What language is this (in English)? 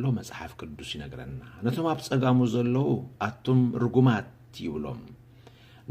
Tigrinya